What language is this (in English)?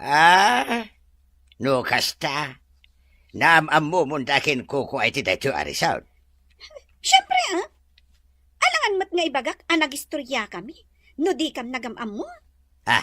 Iloko